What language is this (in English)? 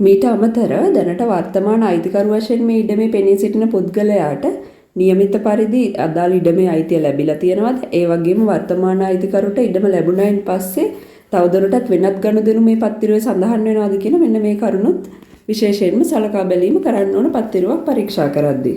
Sinhala